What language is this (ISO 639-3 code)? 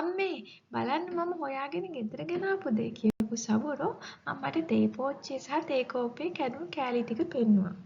sin